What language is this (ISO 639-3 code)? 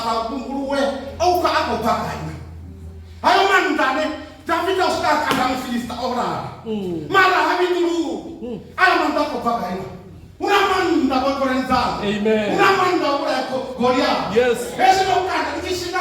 ven